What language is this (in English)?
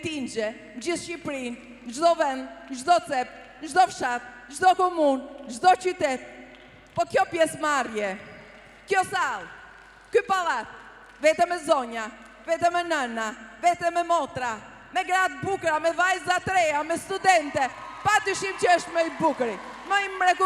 Albanian